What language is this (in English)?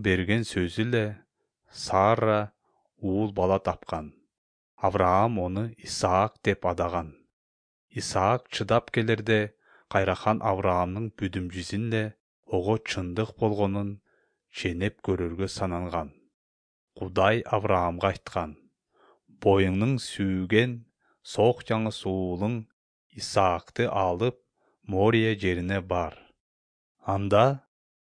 Kyrgyz